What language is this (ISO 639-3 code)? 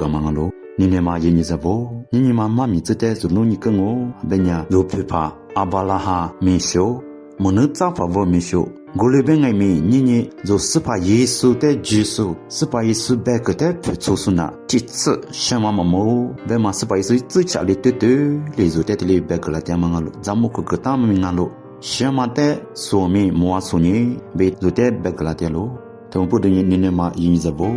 lis